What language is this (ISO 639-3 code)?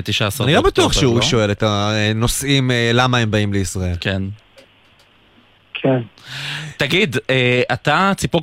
heb